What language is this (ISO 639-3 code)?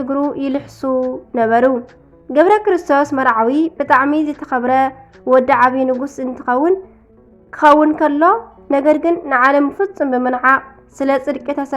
tir